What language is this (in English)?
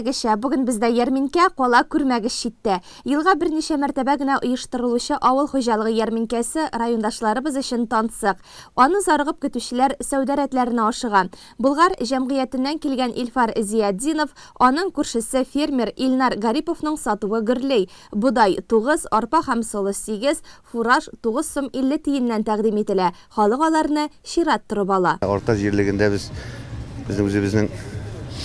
Tatar